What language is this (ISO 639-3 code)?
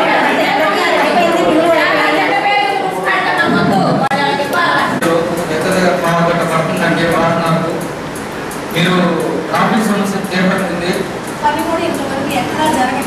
tel